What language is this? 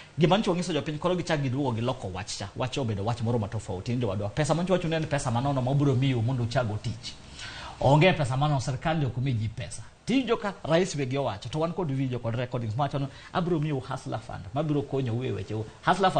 Luo (Kenya and Tanzania)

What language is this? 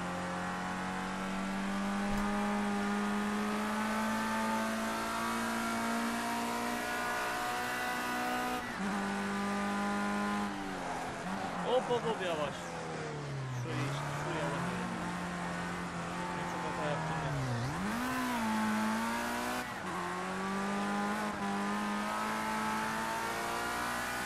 Turkish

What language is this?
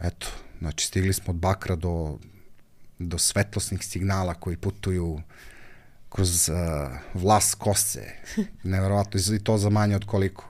Serbian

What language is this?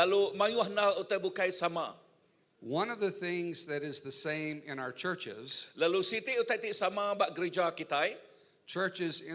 Iban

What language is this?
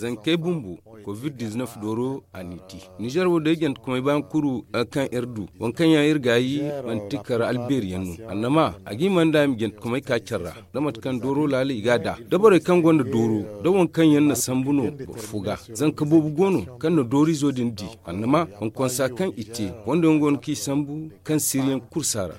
Zarma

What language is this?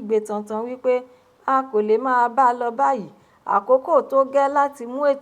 Yoruba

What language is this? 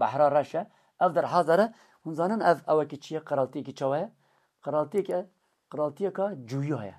Kurdish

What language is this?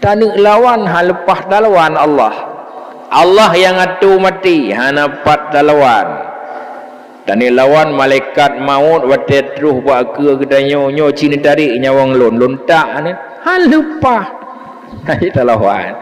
Achinese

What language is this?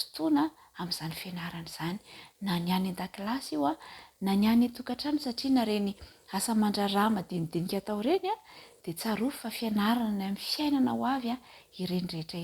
Malagasy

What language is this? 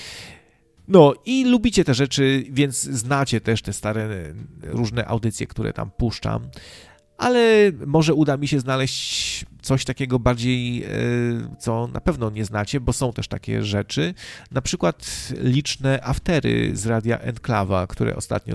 Polish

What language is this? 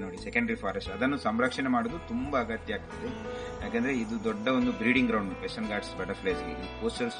Kannada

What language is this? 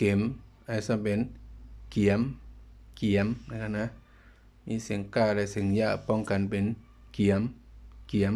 Shan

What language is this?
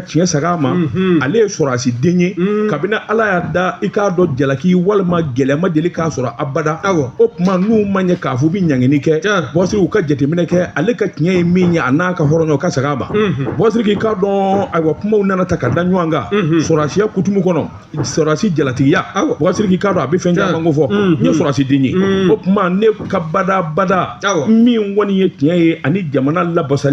Bambara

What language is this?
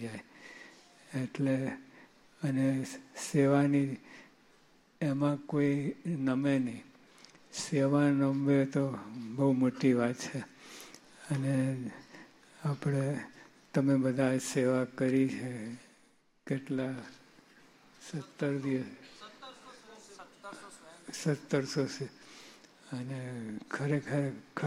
Gujarati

